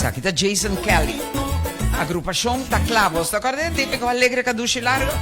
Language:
Papiamento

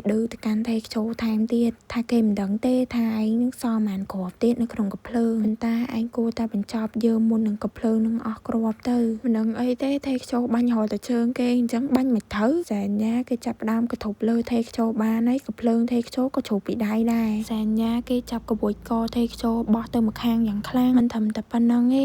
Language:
Khmer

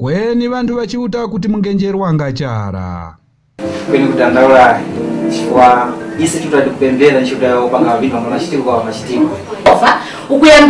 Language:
Tumbuka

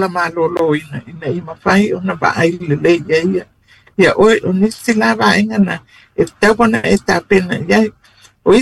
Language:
Samoan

